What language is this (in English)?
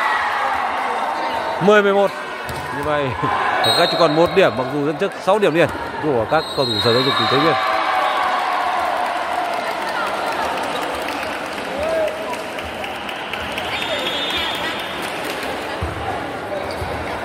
Vietnamese